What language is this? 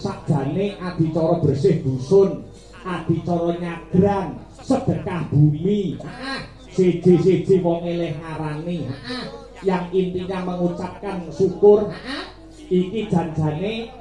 Javanese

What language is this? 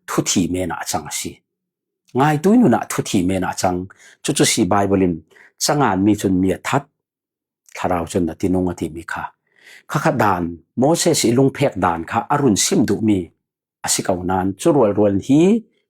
Falam Chin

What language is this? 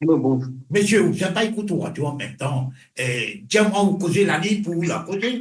Morisyen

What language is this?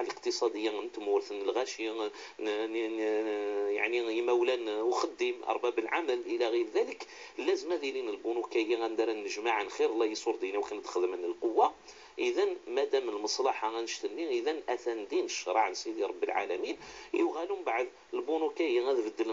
Kabyle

